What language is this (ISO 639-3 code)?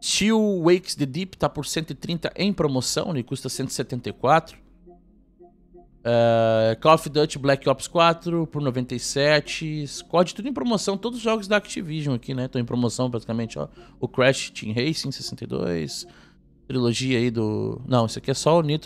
por